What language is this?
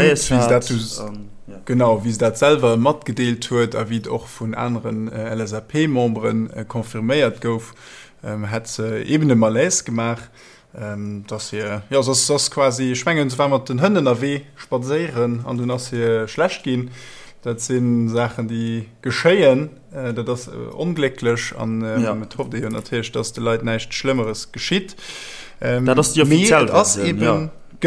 Luxembourgish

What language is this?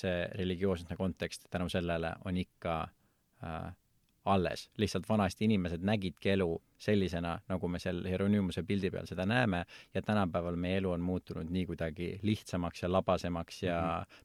Estonian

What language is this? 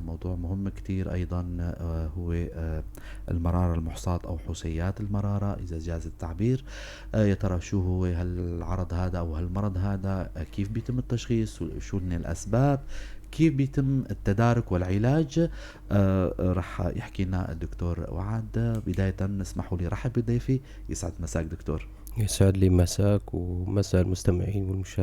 North Levantine Arabic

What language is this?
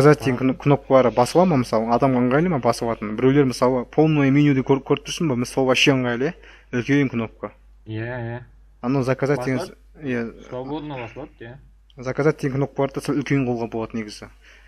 Kazakh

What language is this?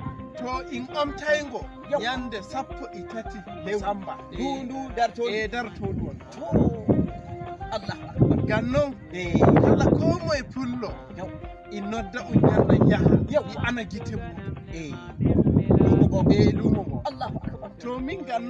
Nigerian Fulfulde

